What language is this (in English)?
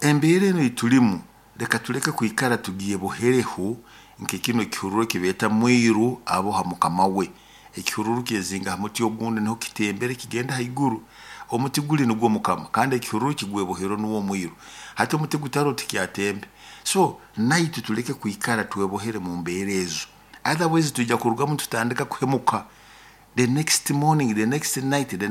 Nyoro